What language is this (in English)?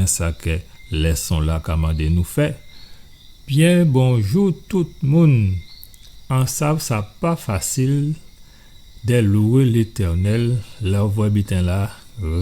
Guadeloupean Creole French